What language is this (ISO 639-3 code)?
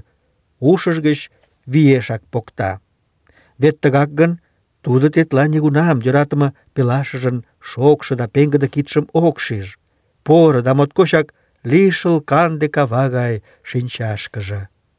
chm